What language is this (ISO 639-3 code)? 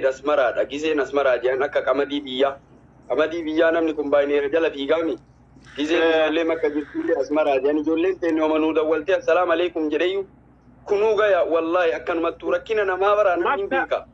orm